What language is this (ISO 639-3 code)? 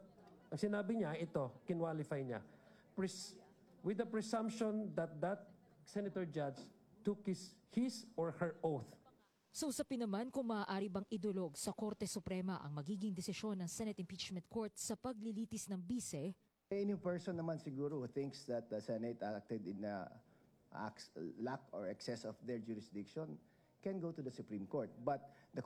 fil